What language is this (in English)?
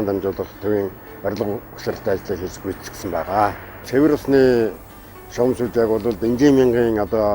Mongolian